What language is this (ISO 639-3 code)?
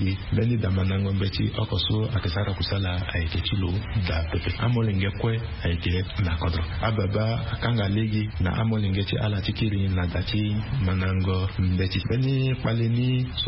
sag